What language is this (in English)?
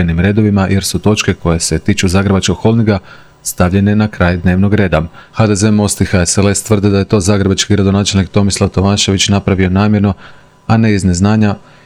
Croatian